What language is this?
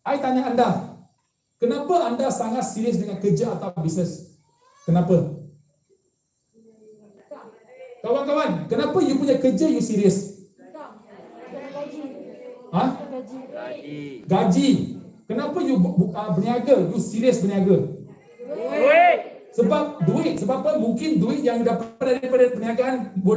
Malay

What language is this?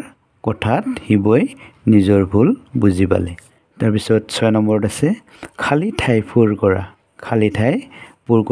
Assamese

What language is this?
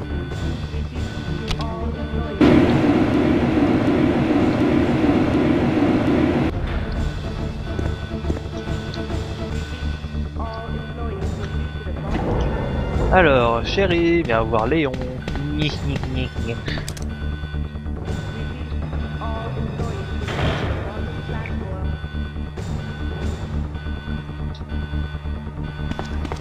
French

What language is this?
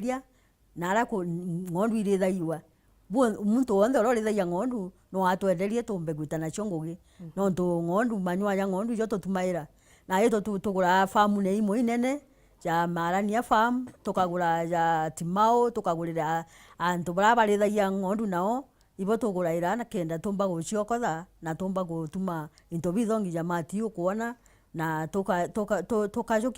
Meru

